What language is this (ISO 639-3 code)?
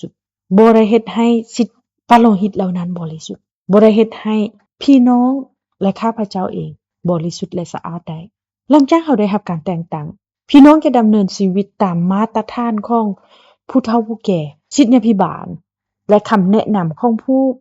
lao